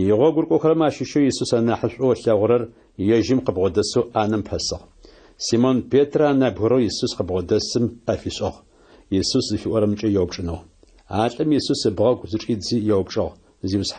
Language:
Adyghe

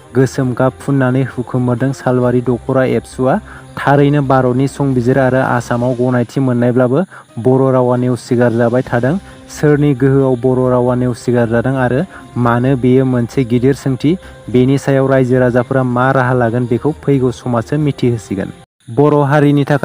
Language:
Bodo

